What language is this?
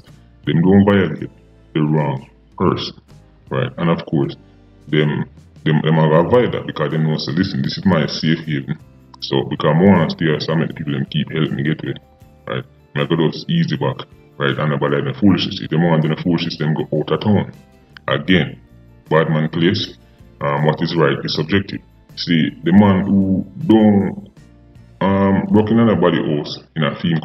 Jamaican Creole English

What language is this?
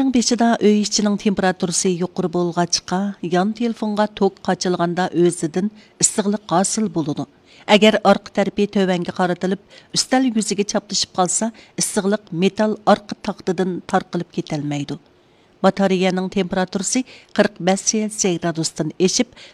Uyghur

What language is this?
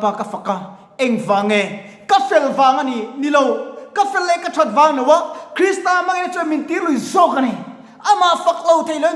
Mizo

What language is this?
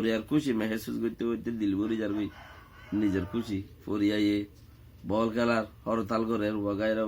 Rohingya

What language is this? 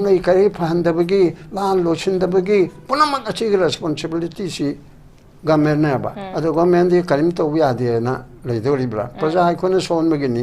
Manipuri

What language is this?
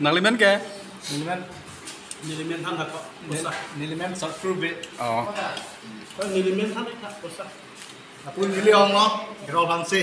Karbi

